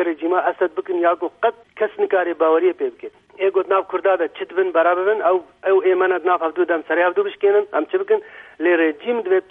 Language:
Kurdish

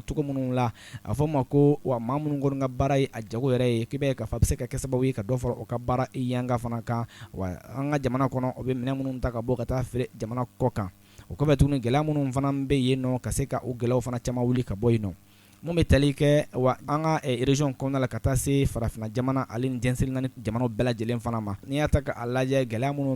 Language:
Bambara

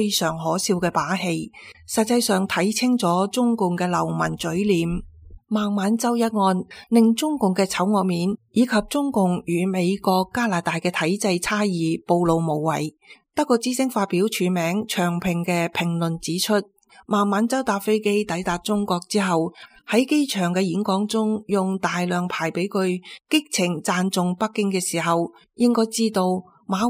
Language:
Cantonese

